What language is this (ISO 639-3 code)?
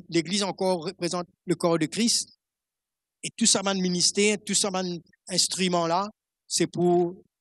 mfe